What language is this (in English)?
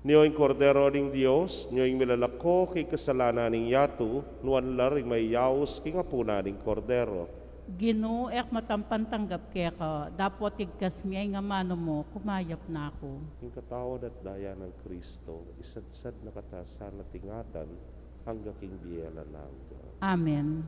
Pampanga